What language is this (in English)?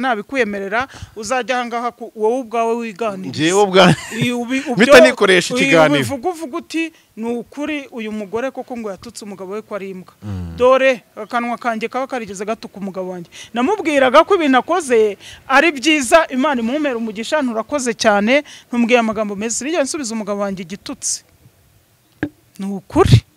Kinyarwanda